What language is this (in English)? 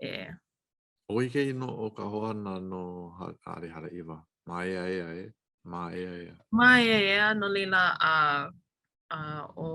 Hawaiian